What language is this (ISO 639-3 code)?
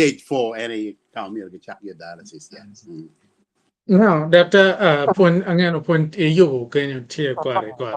ach